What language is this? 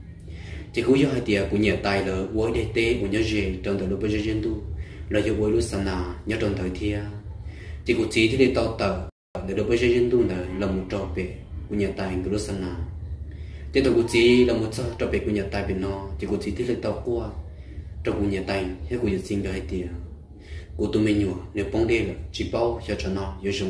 Hmong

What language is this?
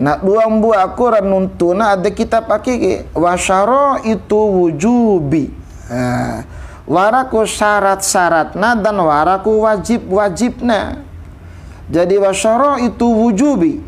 Bima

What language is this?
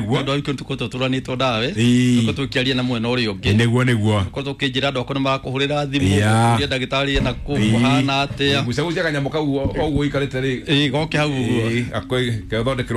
Kikuyu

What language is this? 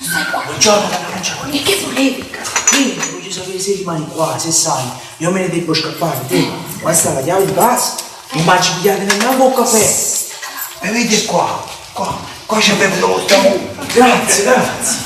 Neapolitan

